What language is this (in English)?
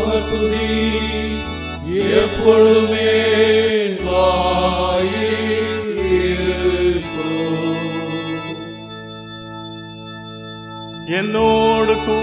Tamil